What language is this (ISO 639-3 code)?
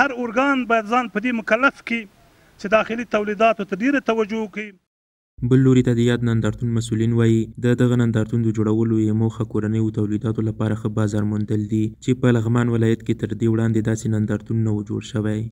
pus